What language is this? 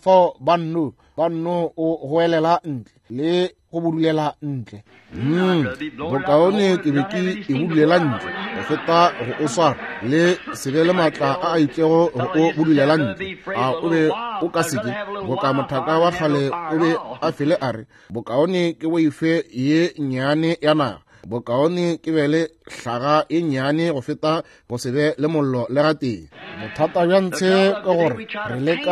Northern Sotho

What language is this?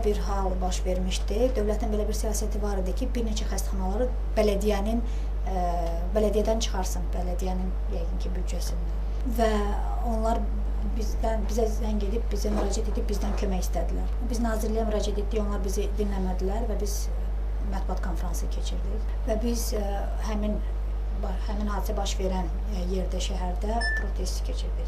Azerbaijani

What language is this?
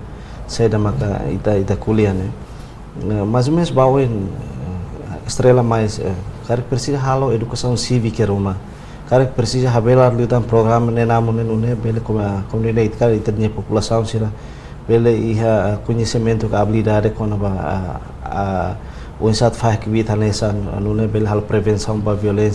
Tetum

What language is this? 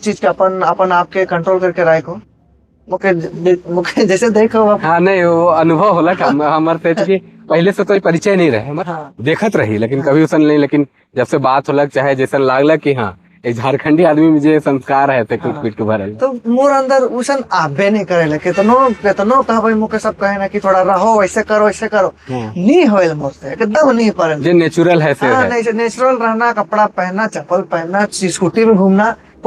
Sadri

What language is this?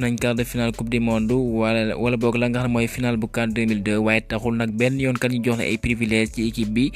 Wolof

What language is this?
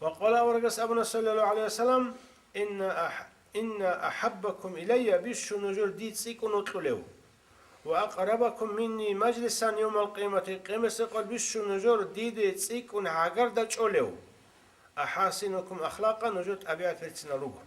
Avaric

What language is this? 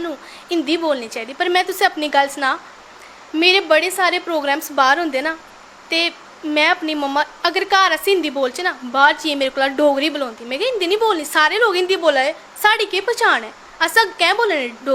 Dogri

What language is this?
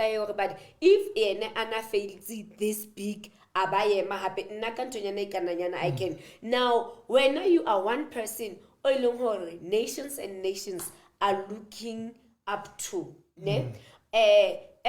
Southern Sotho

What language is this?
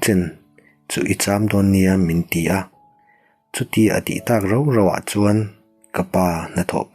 Mizo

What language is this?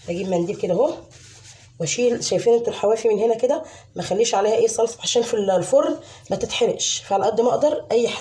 Egyptian Arabic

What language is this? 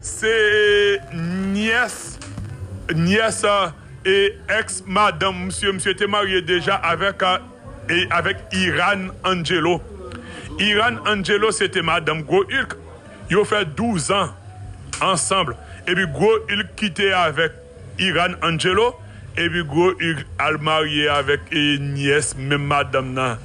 Haitian Creole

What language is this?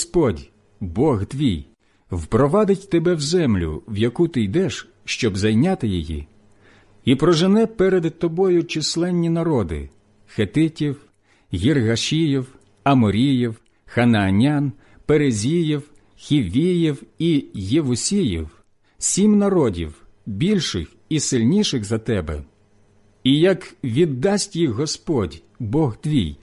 Ukrainian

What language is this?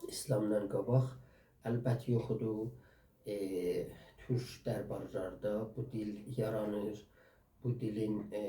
South Azerbaijani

